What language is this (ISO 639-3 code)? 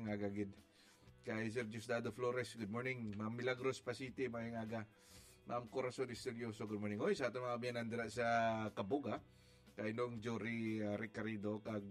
hil